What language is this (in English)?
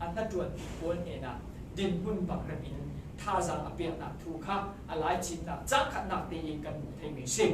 Falam Chin